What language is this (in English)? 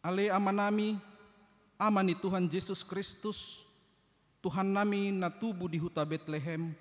Batak Toba